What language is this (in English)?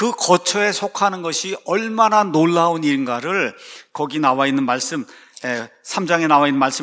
Korean